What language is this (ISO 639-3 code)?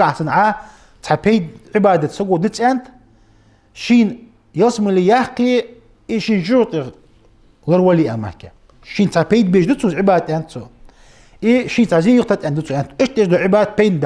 inh